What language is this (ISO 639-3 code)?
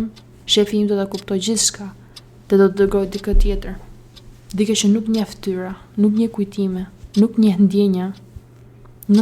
sqi